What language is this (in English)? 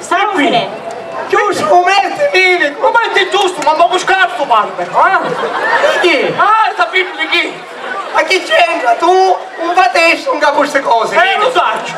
Sicilian